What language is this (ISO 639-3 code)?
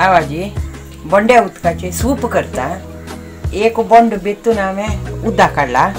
kok